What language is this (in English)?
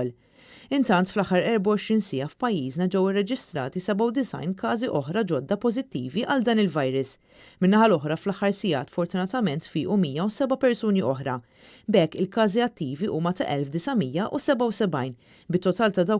Maltese